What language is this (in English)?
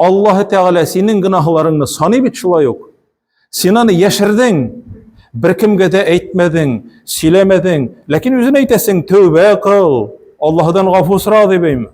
Tatar